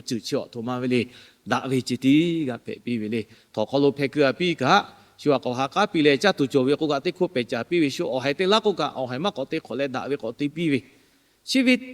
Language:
Lahu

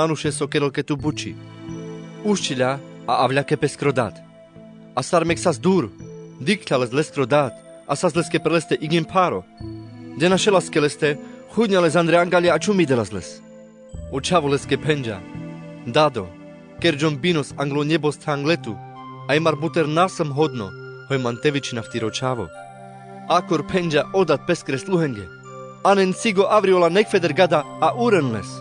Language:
Carpathian Romani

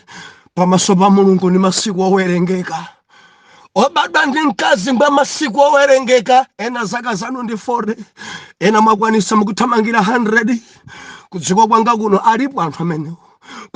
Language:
Nyanja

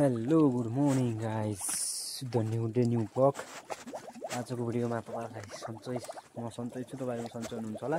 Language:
Nepali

